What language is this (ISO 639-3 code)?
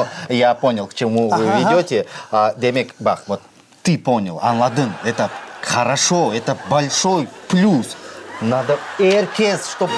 crh